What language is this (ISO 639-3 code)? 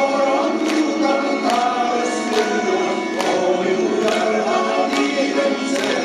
sah